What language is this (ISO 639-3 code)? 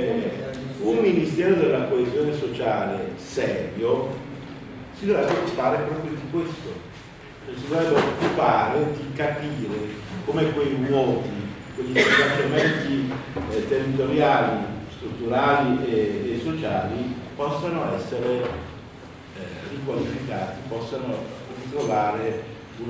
ita